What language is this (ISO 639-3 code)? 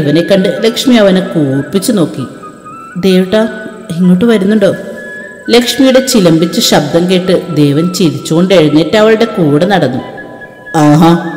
mal